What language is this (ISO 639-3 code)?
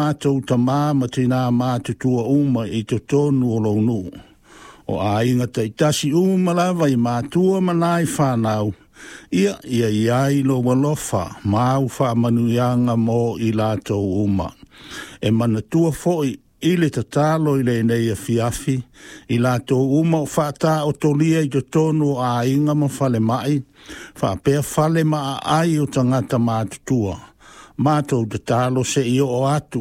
smo